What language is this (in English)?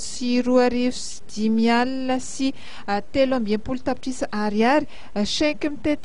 Malagasy